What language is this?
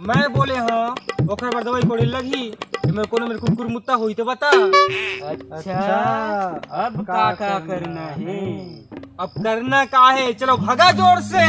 Chhattisgarhi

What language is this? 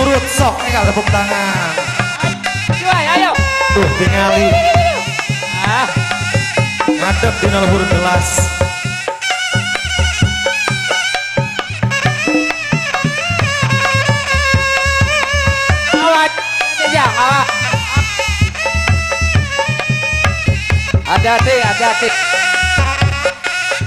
Sundanese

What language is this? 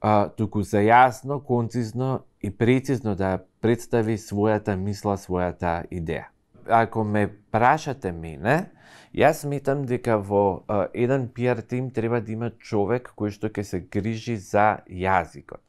Macedonian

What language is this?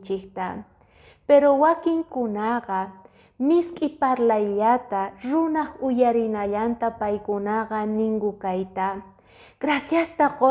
Quechua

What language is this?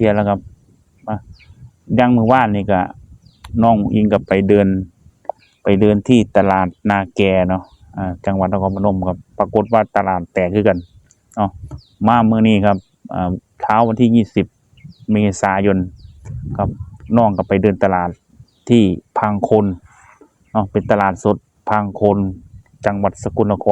Northeastern Thai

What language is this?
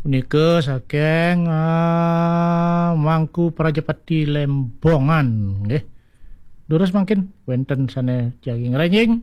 Balinese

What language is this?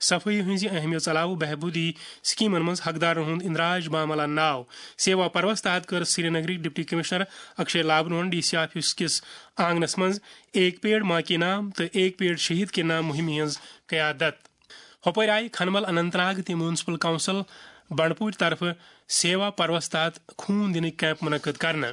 Kashmiri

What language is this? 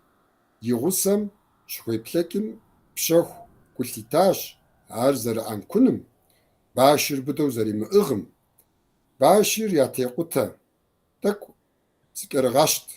Kabardian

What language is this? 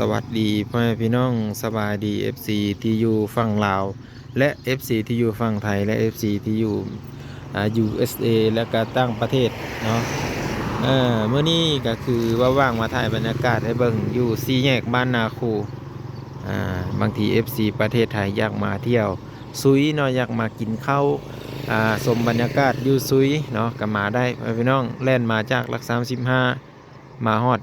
Lao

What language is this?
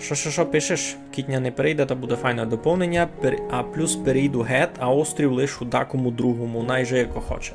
Rusyn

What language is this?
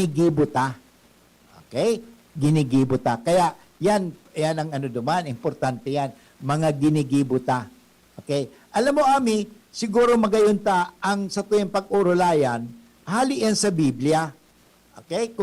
Bikol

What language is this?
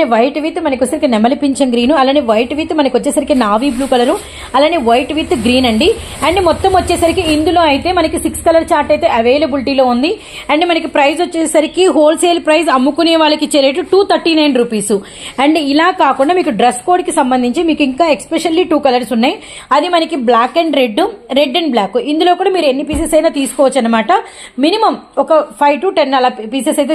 Telugu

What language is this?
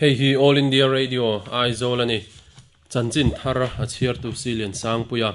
Mizo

